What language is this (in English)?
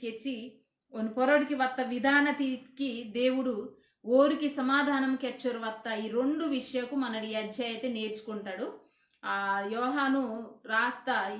Koya